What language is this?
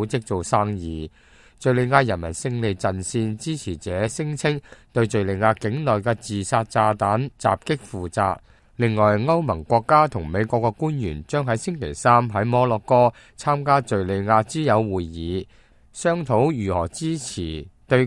Cantonese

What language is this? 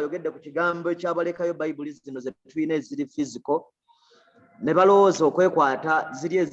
Ganda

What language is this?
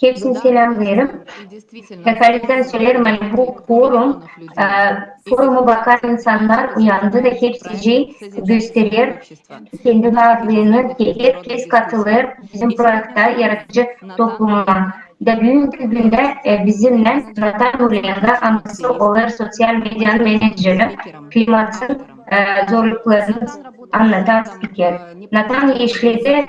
Gagauz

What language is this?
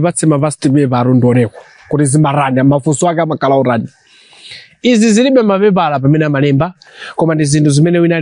Nyanja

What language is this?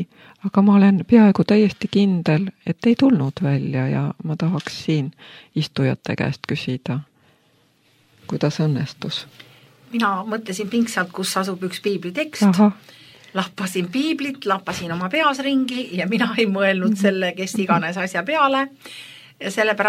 Estonian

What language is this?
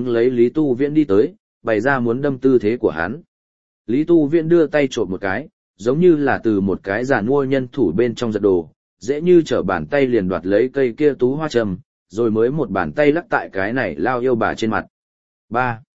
Vietnamese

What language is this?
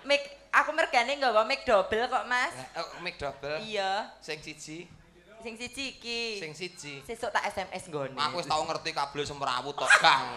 Javanese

